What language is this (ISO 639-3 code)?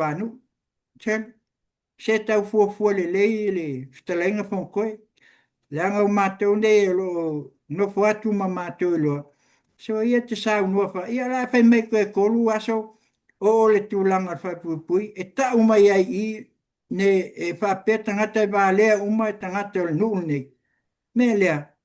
smo